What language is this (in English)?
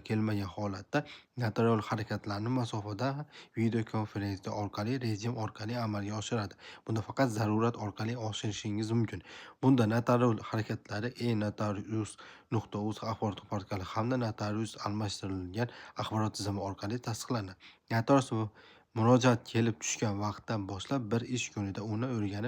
Uzbek